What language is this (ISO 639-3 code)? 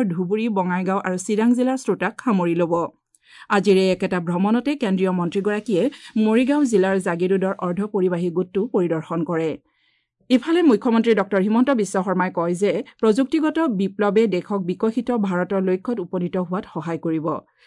asm